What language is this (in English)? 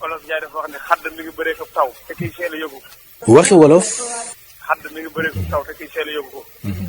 Wolof